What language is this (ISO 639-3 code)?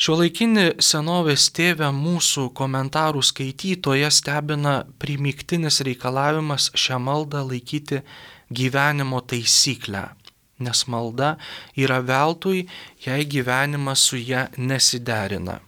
lit